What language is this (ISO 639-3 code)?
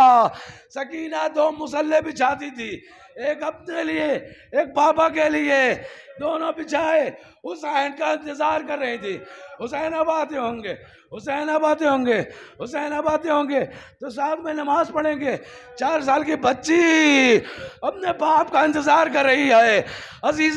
urd